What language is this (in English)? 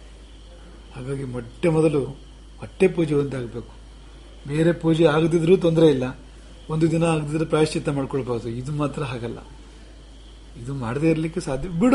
Kannada